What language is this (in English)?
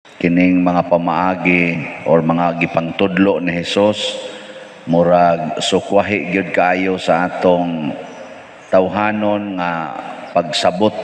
Cebuano